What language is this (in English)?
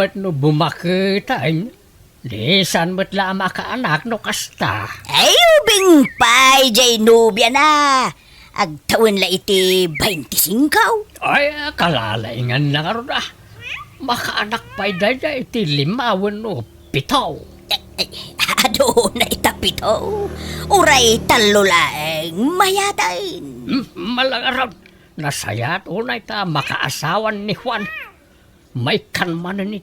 Iloko